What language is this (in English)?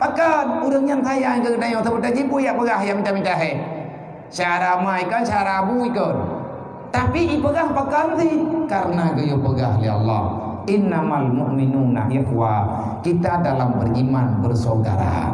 Achinese